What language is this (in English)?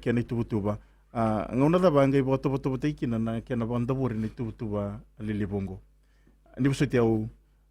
Fijian